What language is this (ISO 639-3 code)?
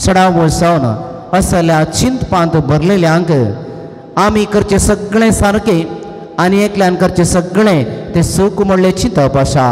kok